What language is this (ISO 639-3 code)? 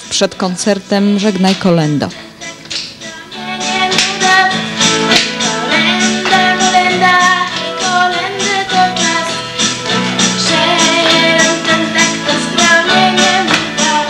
pol